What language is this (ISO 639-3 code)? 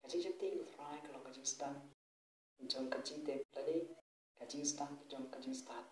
kha